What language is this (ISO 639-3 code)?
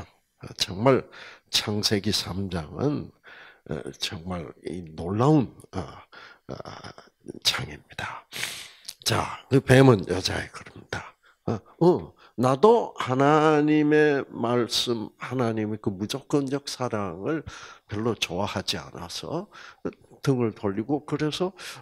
kor